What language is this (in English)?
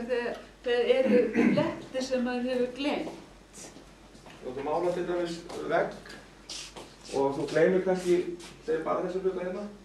Icelandic